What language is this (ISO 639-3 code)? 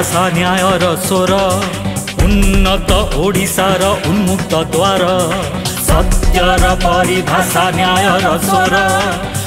ori